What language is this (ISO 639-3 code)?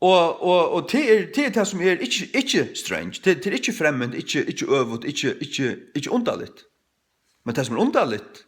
fao